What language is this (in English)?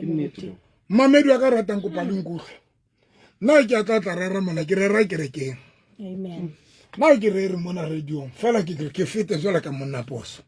Southern Sotho